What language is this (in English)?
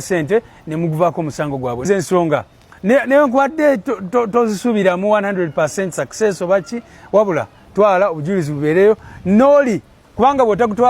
Ganda